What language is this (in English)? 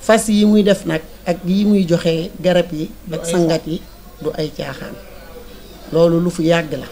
Wolof